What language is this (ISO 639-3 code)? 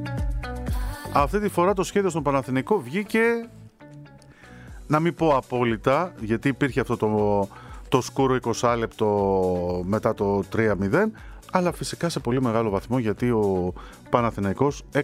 ell